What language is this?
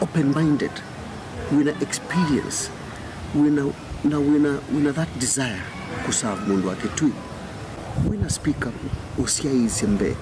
Kamba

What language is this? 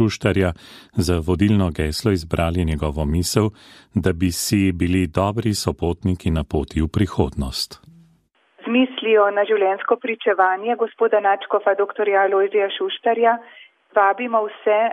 Slovenian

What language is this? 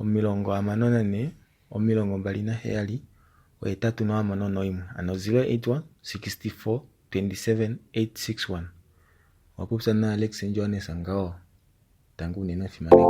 Kuanyama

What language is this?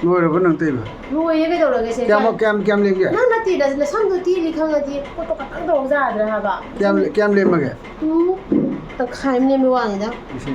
Manipuri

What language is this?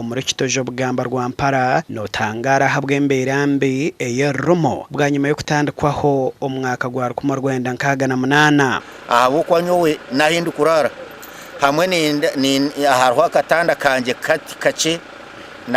Nyankole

